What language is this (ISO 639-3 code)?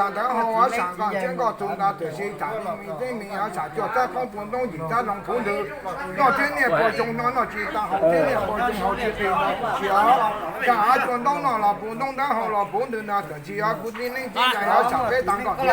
hmn